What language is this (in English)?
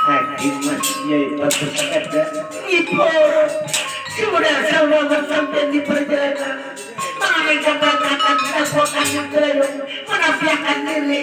Banjar